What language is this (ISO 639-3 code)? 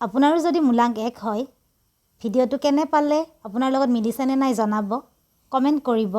asm